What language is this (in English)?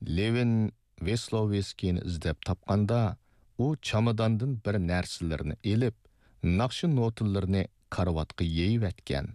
Uyghur